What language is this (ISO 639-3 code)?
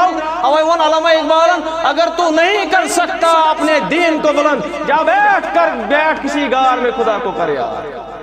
kas